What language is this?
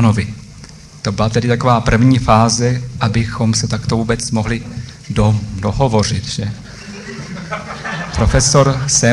Czech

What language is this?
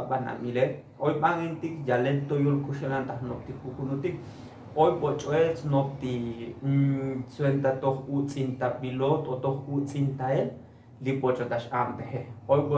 Tzotzil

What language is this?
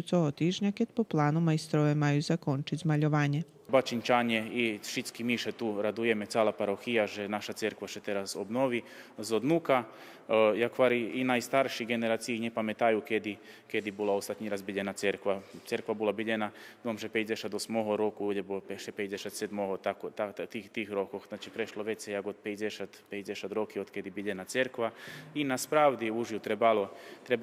Rusyn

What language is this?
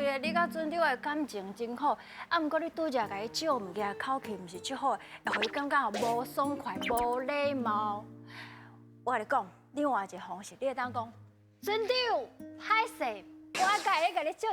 Min Nan Chinese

